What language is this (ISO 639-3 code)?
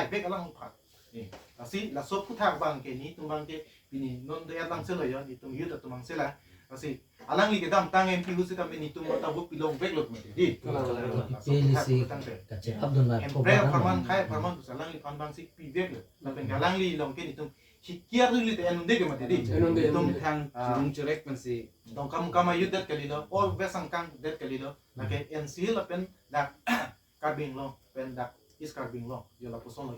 mjw